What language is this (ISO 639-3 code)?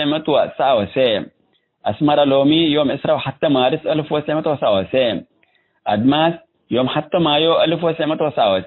tig